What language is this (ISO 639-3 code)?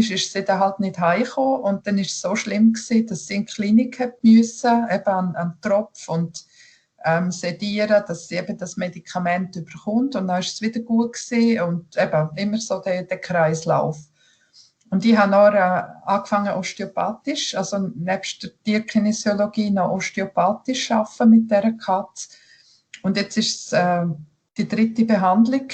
gsw